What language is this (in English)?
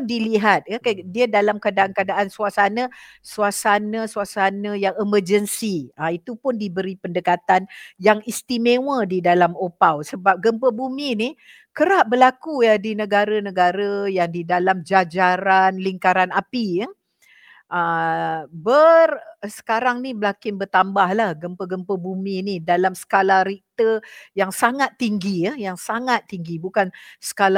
Malay